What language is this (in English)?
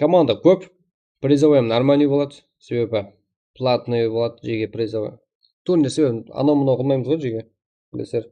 Kara-Kalpak